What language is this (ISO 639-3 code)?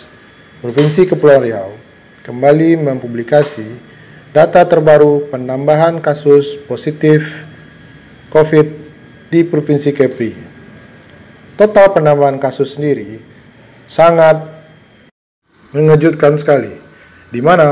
ind